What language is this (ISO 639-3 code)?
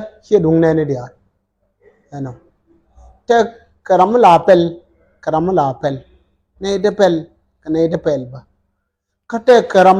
nus